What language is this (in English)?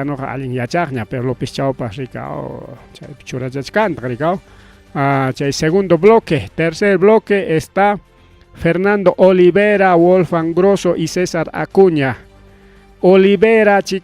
Ayacucho Quechua